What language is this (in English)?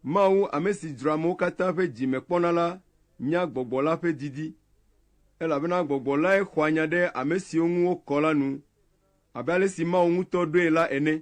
Ewe